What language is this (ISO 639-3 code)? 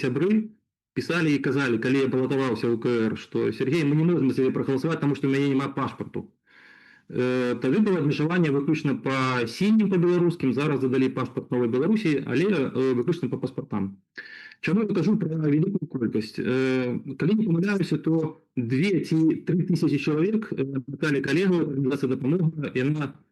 bel